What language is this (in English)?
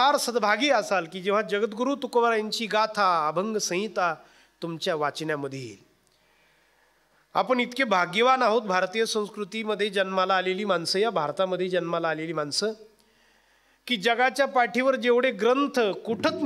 Marathi